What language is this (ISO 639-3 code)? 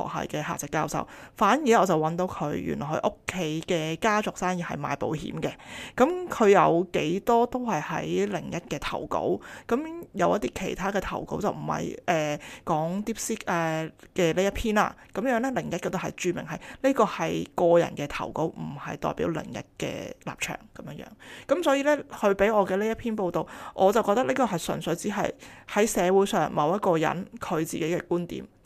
yue